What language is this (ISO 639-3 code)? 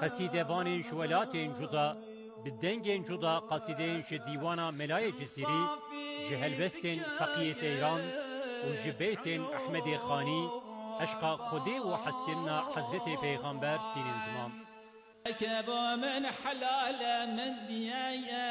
kur